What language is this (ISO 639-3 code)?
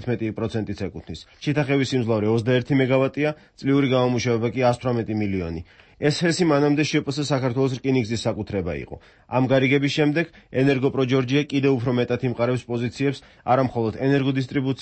kat